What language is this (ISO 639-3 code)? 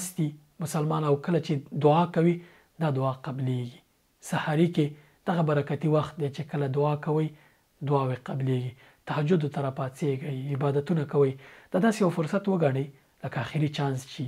pus